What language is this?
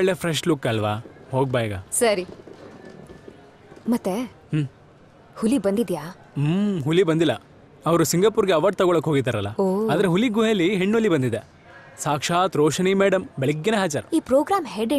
Kannada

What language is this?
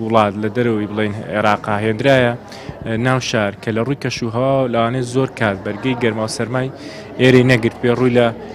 Central Kurdish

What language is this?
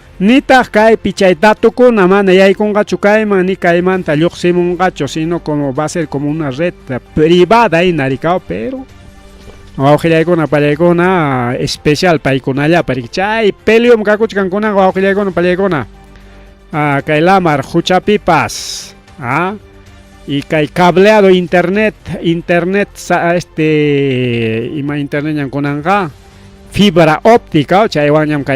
Ayacucho Quechua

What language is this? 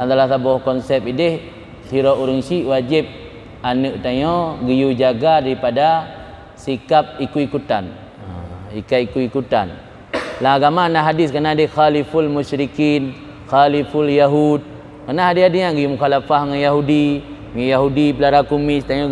Achinese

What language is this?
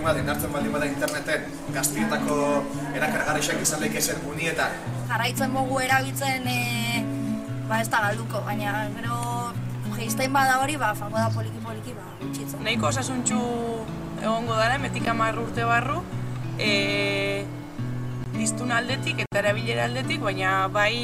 Basque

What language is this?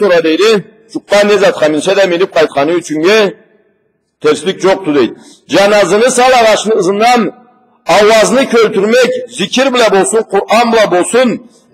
Karachay-Balkar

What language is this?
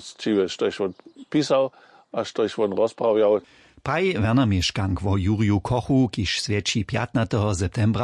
Upper Sorbian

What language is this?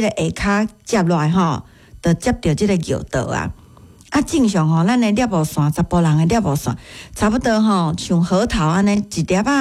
Min Nan Chinese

